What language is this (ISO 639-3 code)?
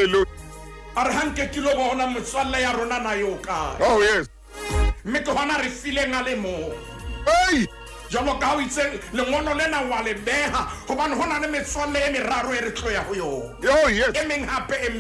sot